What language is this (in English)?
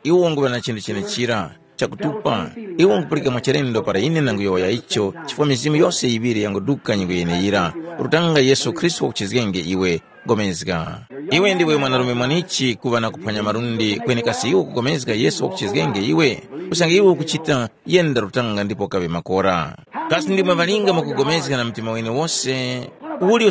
Tumbuka